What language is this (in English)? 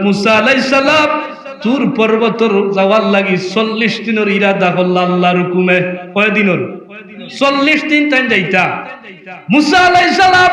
Sylheti